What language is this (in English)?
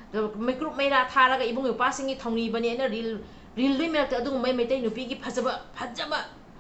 Manipuri